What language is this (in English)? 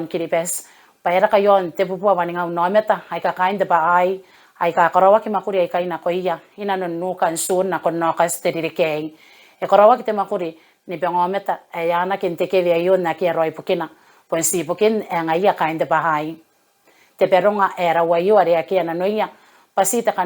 Gilbertese